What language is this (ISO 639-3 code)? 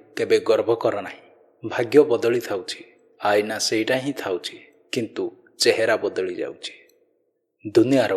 ori